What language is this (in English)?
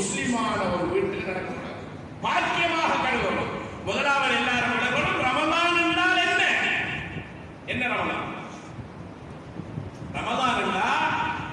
Tamil